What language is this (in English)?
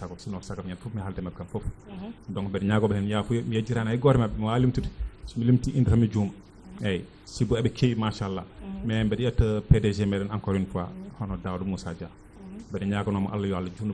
Fula